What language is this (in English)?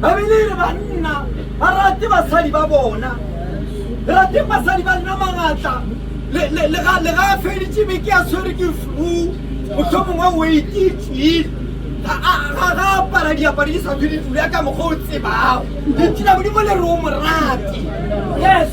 Northern Sotho